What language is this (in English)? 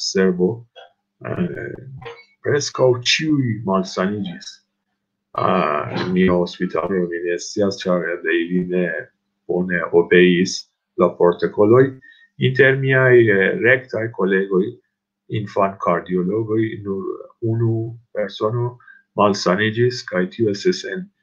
Esperanto